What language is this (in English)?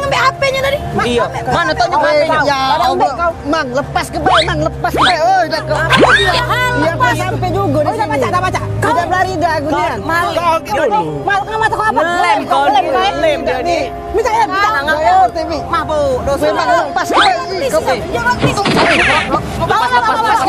Musi